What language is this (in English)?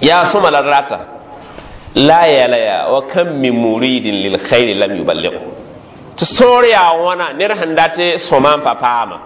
Mossi